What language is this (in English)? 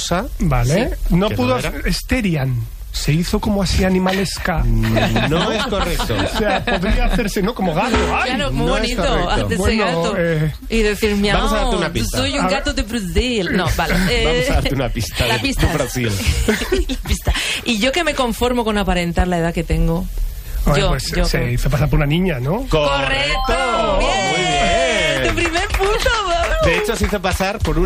Spanish